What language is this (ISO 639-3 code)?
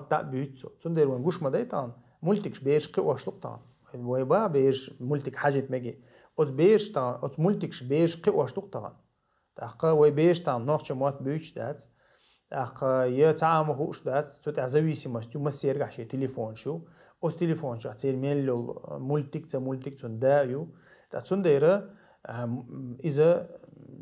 che